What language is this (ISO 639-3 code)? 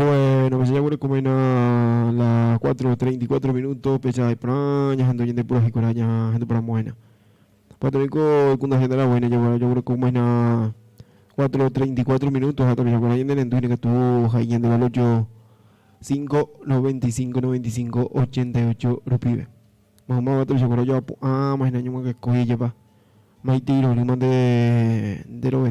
grn